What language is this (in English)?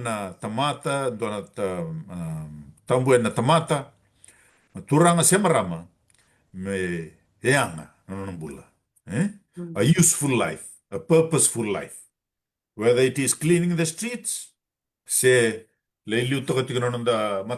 Fijian